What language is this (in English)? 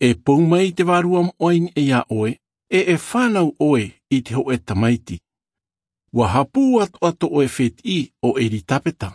Tahitian